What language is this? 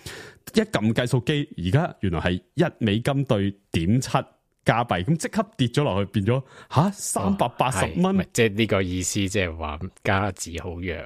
Cantonese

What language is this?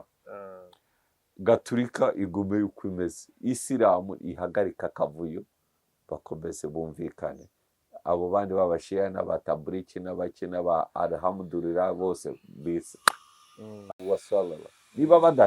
Kinyarwanda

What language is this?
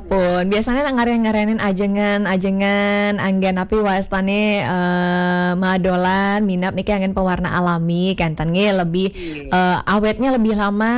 Balinese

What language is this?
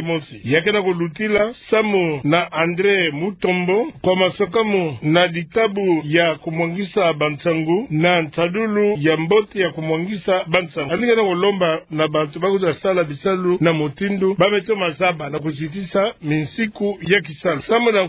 Kituba (Democratic Republic of Congo)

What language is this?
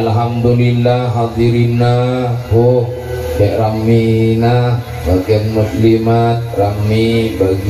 Madurese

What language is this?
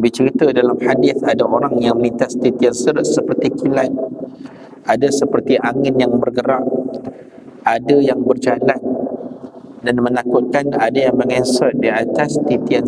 Malay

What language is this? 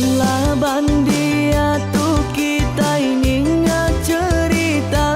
Iban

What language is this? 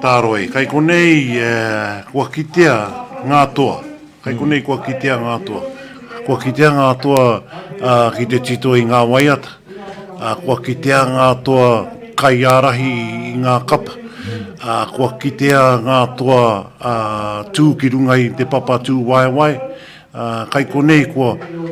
Māori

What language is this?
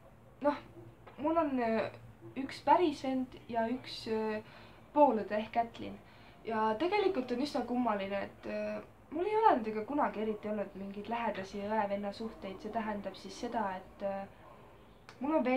Estonian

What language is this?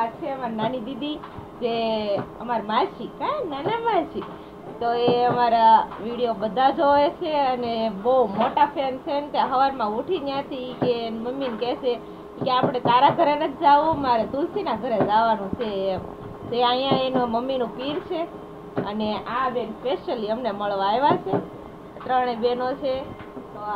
Gujarati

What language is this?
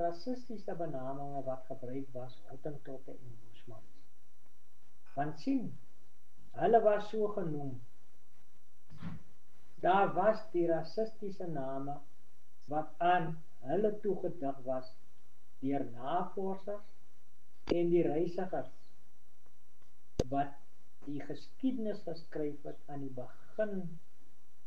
Afrikaans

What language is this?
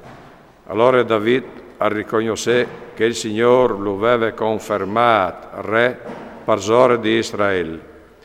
Friulian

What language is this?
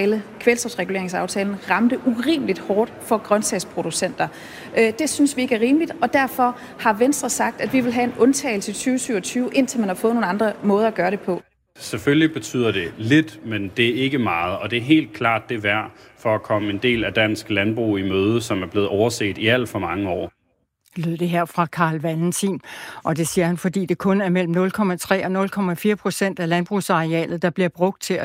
Danish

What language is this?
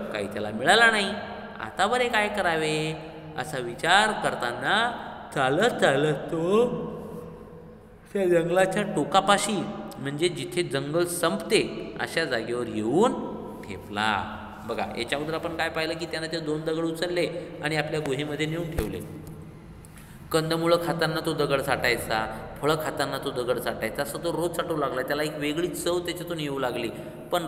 Marathi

